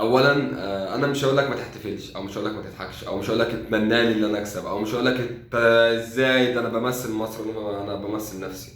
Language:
Egyptian Arabic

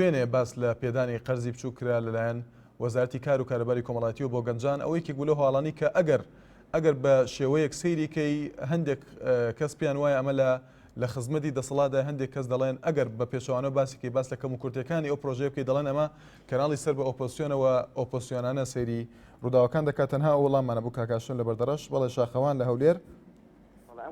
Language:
Central Kurdish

